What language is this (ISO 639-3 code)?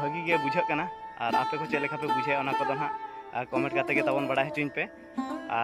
sat